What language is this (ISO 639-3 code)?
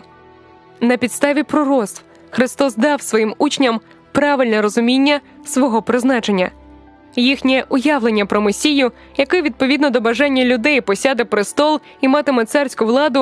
ukr